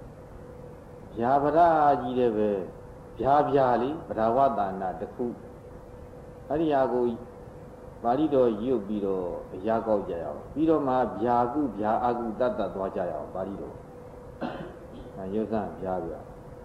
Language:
Burmese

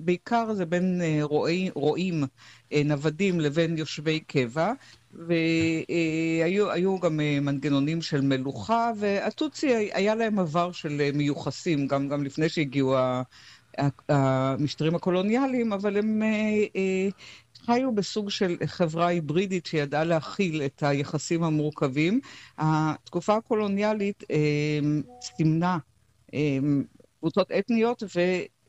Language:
Hebrew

